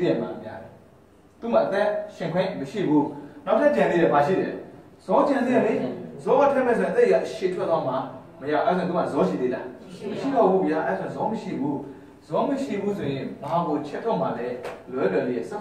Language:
Burmese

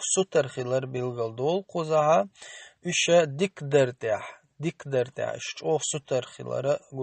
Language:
Chechen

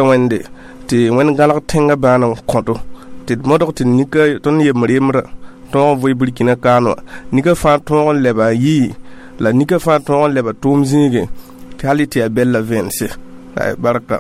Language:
Mossi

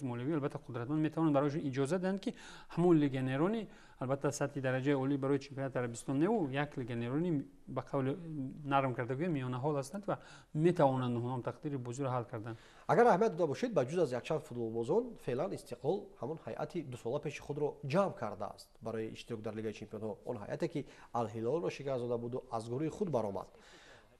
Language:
Tajik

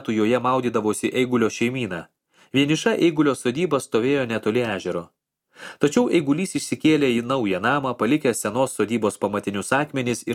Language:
Lithuanian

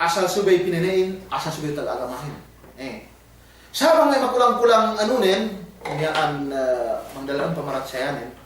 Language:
Yakan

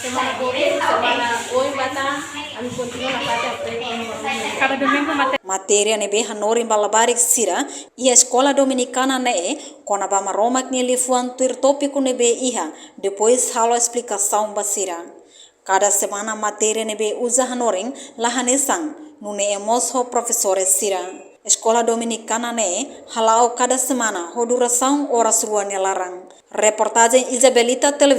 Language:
Tetum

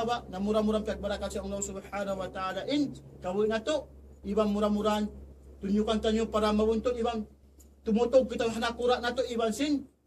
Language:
Tausug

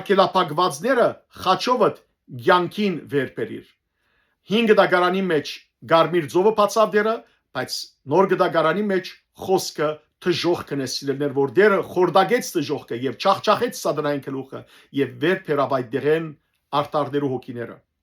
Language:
Western Armenian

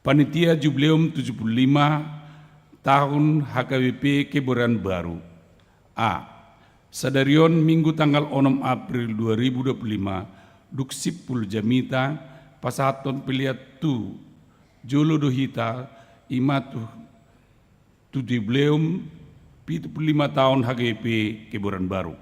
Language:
Batak Toba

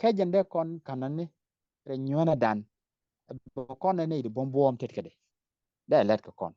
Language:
Nuer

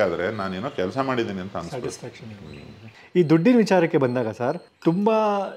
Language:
Kannada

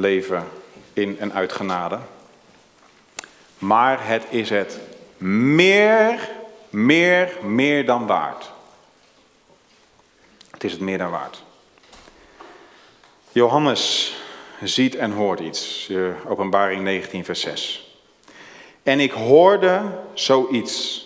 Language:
Dutch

